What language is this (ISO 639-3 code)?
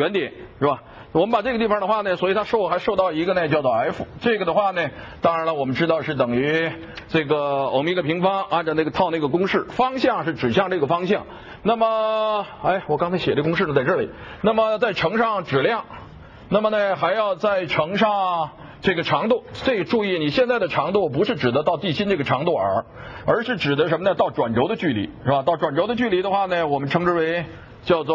zho